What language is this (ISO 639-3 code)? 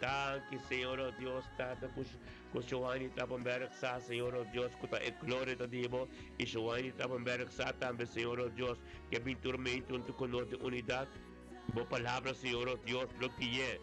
pap